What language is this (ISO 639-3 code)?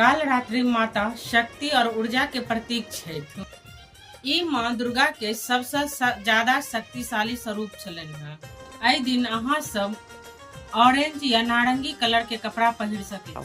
mai